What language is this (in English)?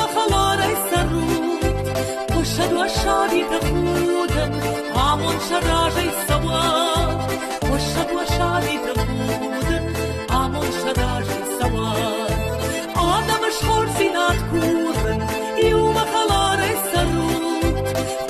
Ossetic